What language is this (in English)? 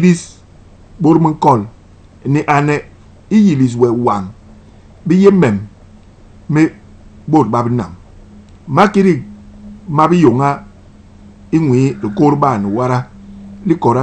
Basaa